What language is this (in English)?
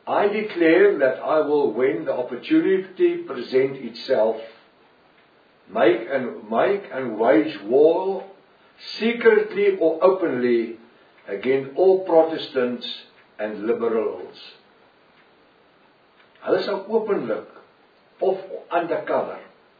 Afrikaans